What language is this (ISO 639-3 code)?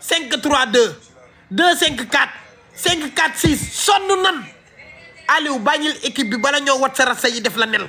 wol